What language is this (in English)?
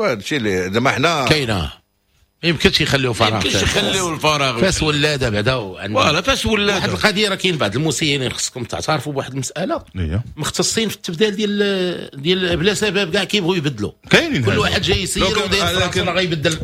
Moroccan Arabic